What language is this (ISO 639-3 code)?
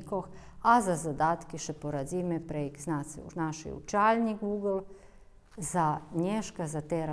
rue